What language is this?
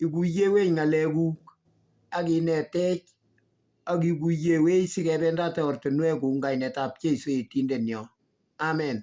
Kalenjin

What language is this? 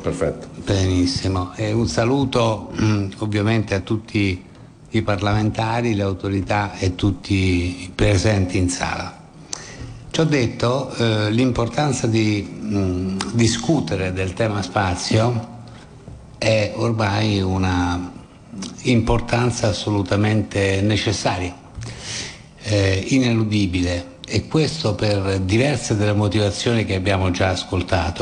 Italian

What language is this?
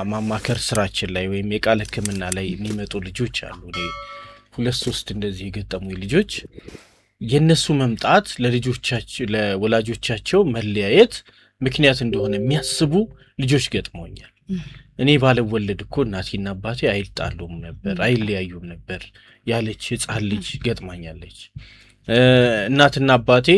Amharic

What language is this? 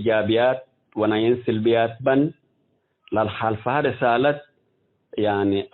Tigre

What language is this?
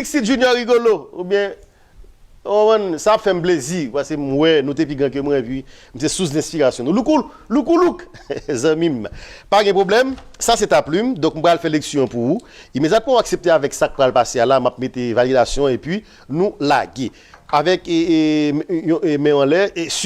Haitian Creole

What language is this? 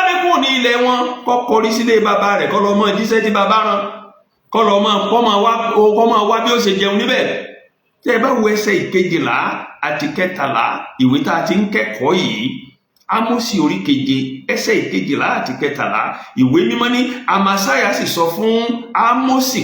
Yoruba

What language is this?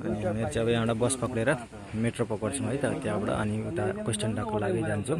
Nepali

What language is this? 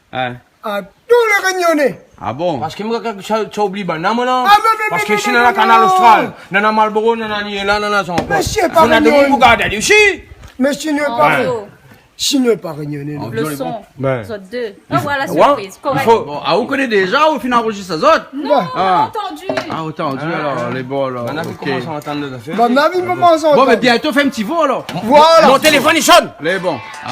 Réunion Creole French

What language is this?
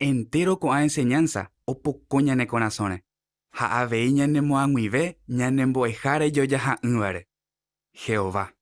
Guarani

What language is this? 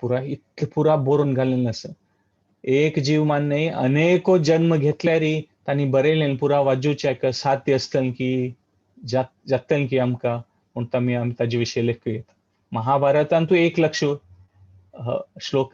Konkani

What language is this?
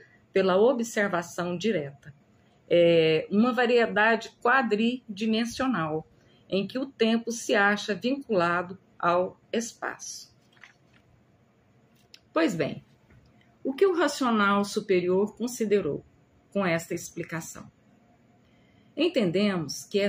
Portuguese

